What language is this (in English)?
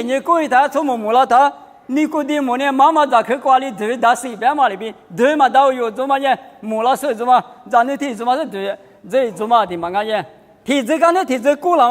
Lisu